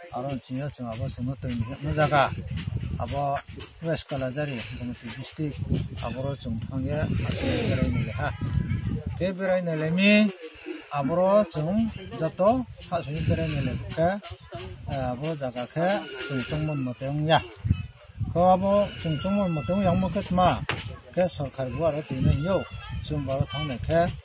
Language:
Riang (India)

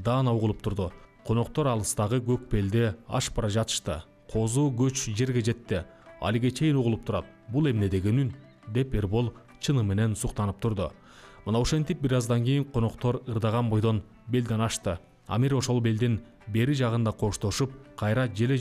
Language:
Kyrgyz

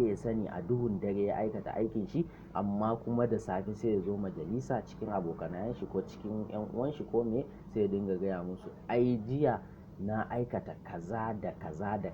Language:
Hausa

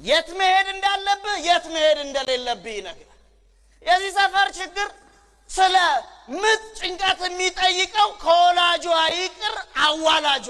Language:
Amharic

